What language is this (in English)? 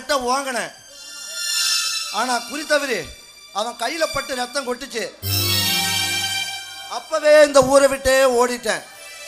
Tamil